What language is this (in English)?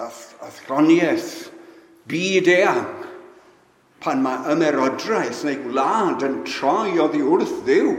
Welsh